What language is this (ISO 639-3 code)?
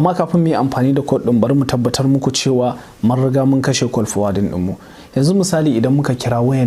hau